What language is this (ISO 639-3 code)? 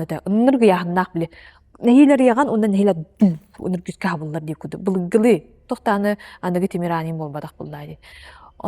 sah